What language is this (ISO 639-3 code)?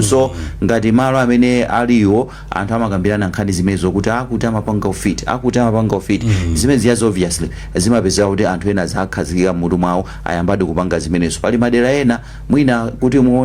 nya